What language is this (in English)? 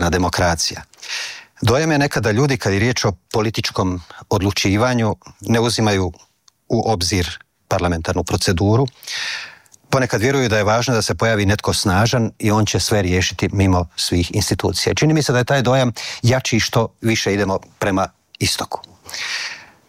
Croatian